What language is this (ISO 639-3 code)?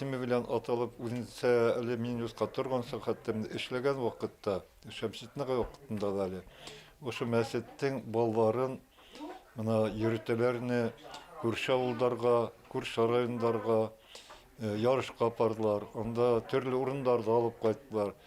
bak